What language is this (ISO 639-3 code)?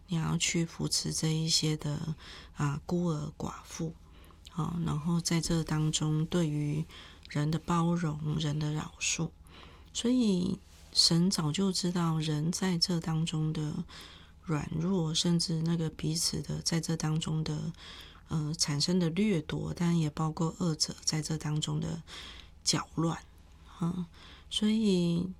zho